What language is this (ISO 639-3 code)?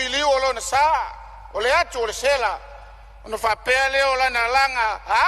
smo